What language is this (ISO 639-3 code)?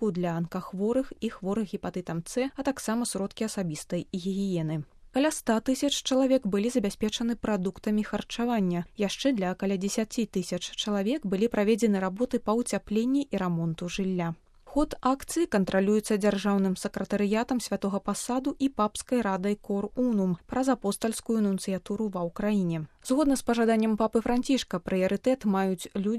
bel